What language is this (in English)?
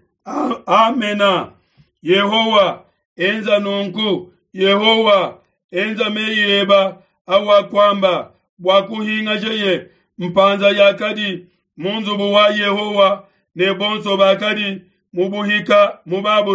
Luba-Lulua